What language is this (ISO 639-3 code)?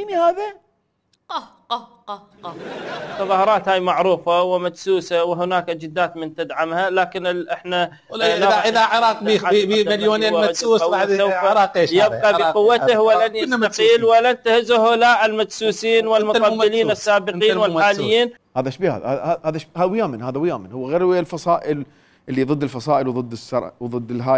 acm